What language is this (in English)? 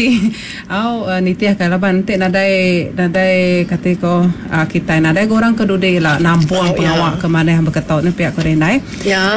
Iban